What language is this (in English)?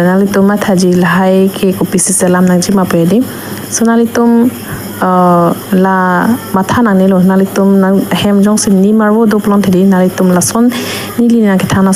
Karbi